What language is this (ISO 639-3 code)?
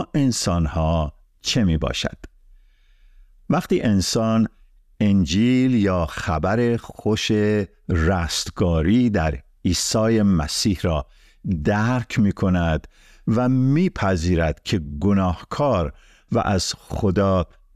fas